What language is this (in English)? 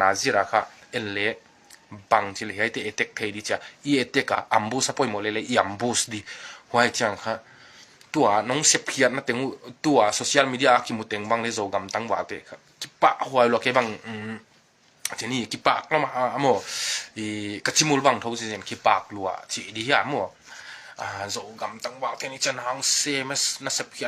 Tedim Chin